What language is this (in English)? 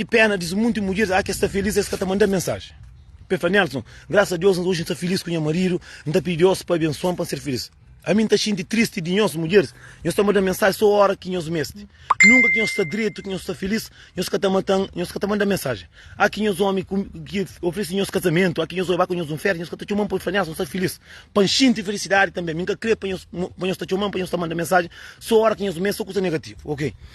Kabuverdianu